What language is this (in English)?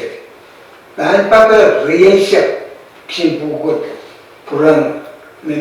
Pohnpeian